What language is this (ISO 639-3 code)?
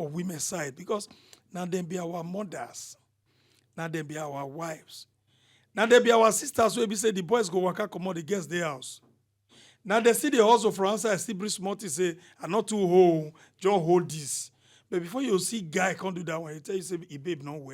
pcm